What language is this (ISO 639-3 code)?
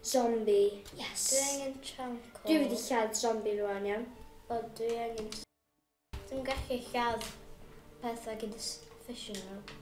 cym